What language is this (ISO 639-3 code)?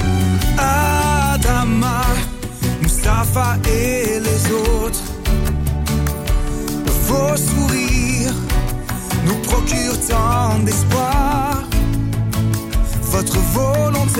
fra